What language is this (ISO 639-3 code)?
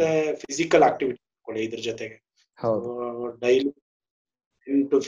kan